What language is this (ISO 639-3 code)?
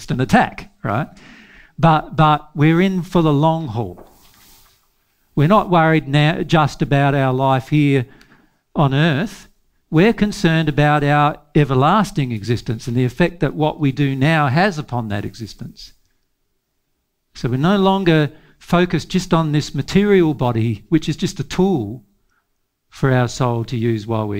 eng